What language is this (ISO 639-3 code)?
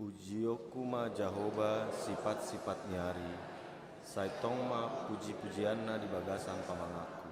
bbc